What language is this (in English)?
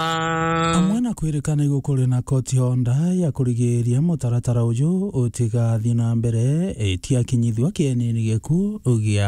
Meru